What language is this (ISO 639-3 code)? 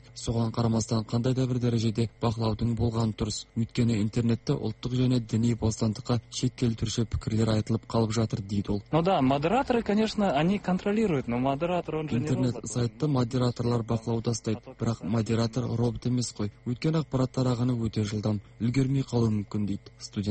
kaz